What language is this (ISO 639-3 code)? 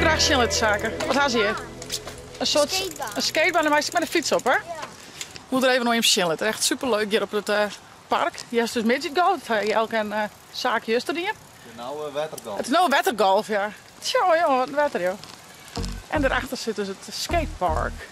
fry